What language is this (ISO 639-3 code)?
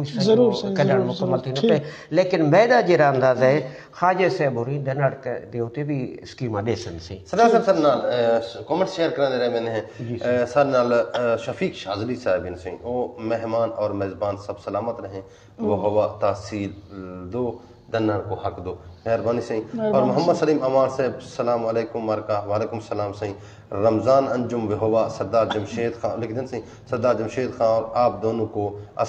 skr